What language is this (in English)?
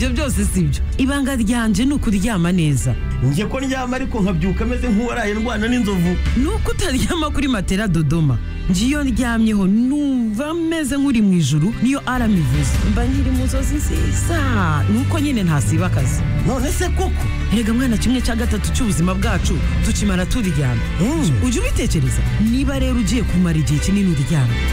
Kinyarwanda